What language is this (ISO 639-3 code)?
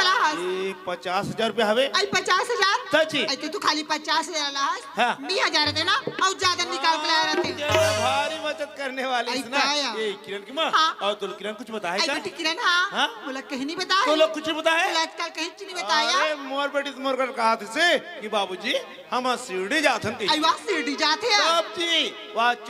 hne